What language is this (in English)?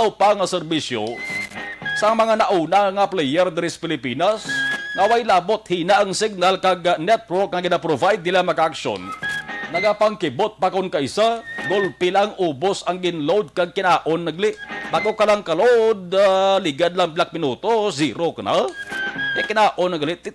Hiligaynon